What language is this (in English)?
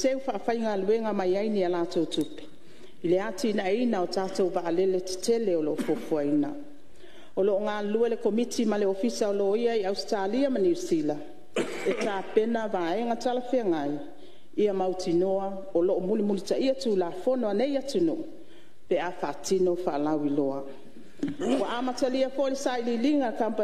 Samoan